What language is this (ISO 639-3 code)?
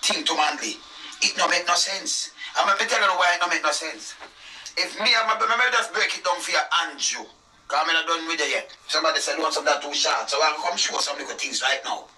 jam